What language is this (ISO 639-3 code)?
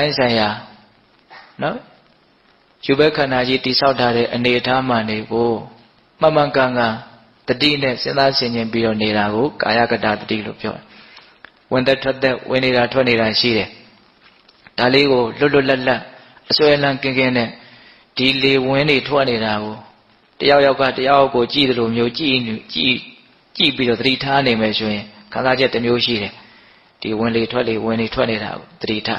mya